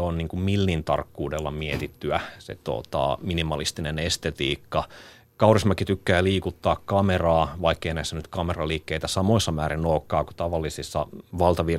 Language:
Finnish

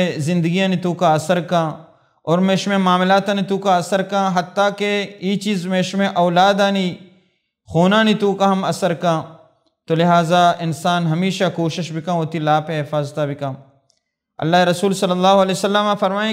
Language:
Baluchi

